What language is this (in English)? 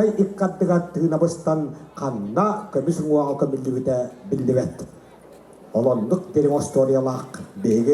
Yakut